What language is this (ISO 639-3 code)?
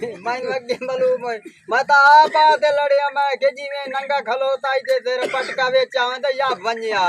skr